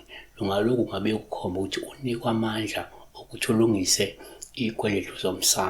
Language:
Zulu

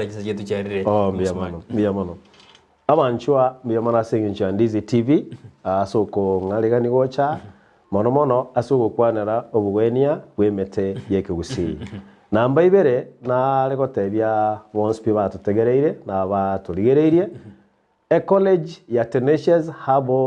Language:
Gusii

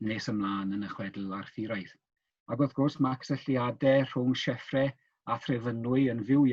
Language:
Welsh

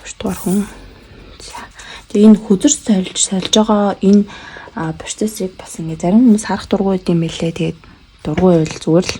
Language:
Mongolian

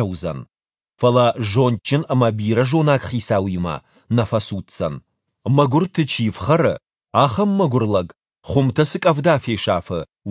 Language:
Ossetic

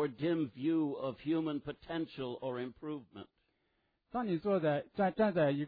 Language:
Chinese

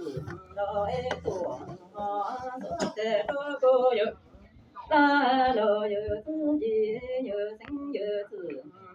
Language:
Hmong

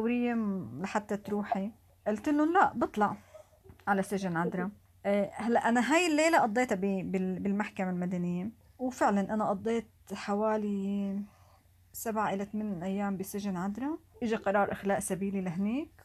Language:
North Levantine Arabic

